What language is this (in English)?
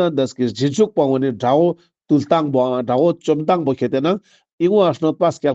Ladakhi